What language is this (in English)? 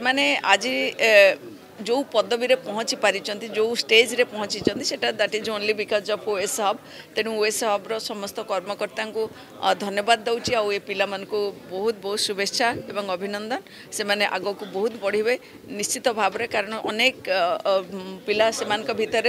Odia